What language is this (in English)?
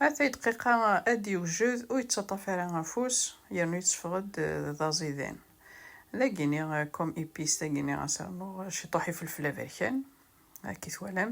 Kabyle